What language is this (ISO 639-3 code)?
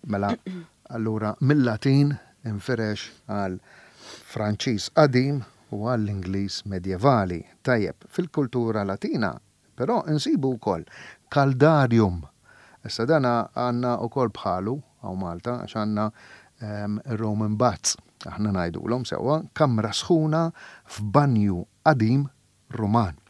mlt